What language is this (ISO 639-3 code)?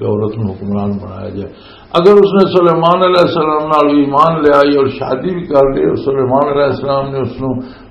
lah